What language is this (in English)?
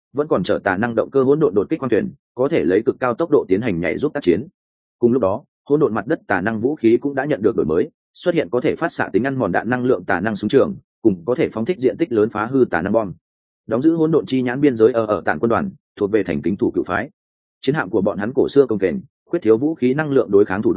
Vietnamese